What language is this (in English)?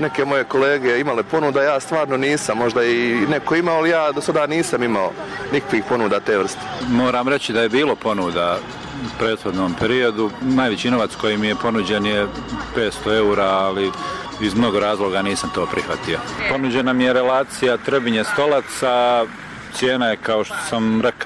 Bosnian